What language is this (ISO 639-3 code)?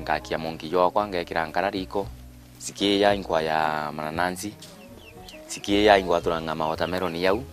mer